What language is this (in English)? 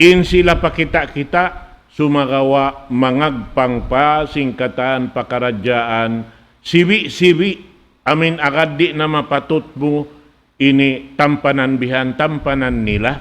Tausug